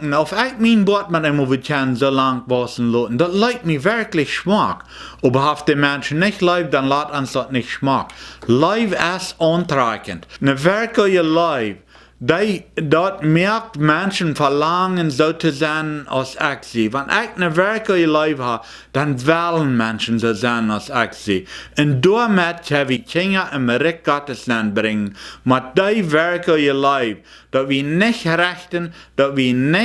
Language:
Plautdietsch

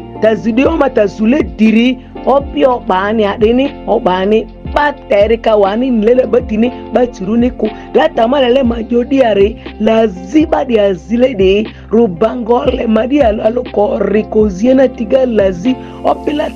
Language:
Ma'di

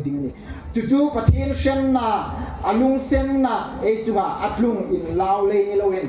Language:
Hmar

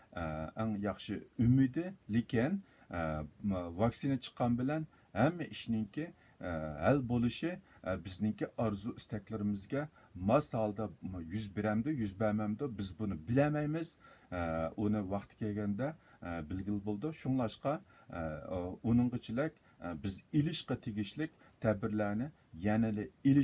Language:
Uyghur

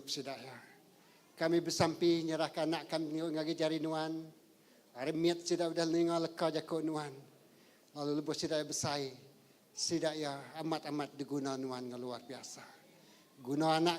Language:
Iban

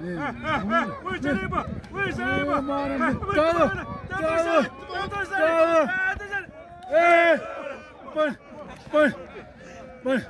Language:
Xavánte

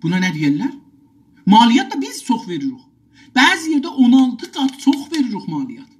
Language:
South Azerbaijani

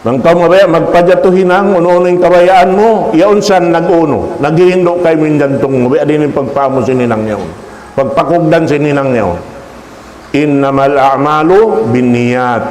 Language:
Tausug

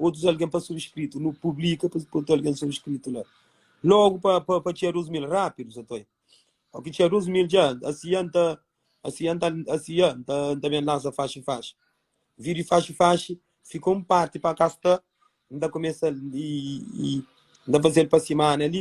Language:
Kabuverdianu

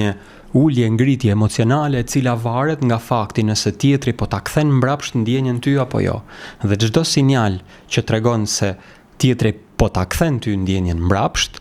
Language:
Albanian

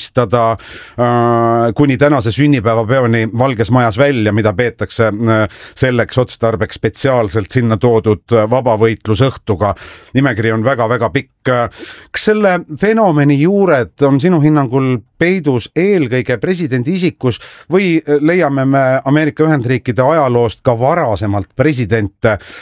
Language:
Estonian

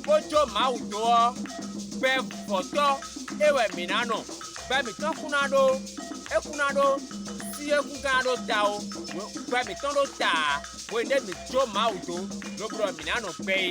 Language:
Fon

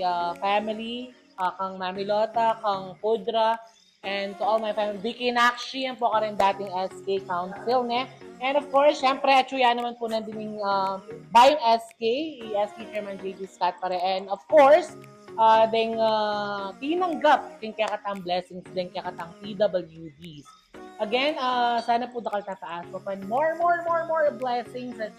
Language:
Pampanga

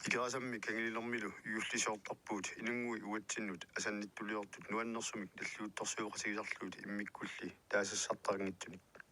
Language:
Kalaallisut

